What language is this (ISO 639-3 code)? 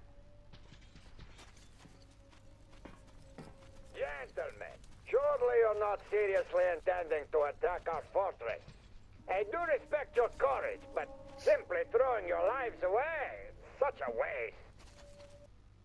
eng